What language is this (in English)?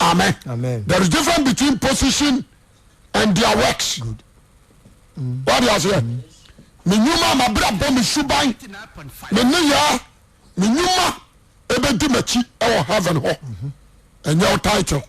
Akan